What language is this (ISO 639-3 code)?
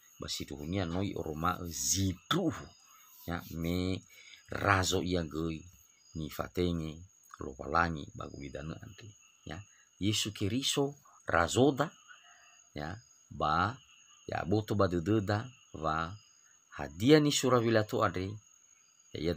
nia